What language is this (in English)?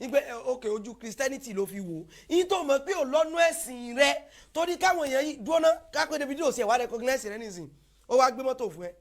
Yoruba